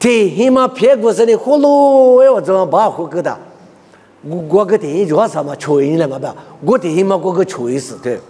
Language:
Lisu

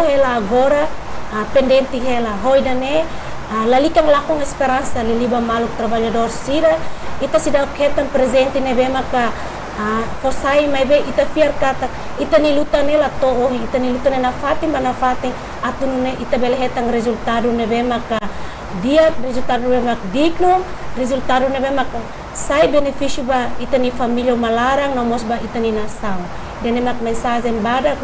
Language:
Tetum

